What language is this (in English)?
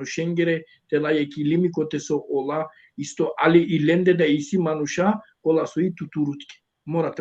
Balkan Romani